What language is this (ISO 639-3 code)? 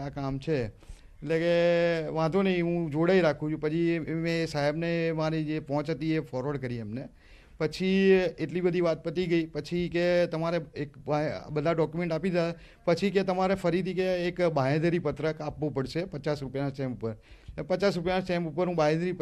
guj